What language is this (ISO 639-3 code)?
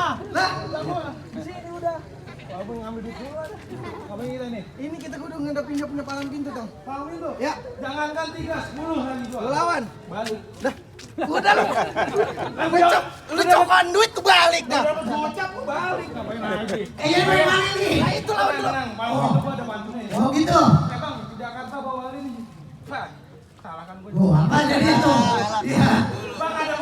bew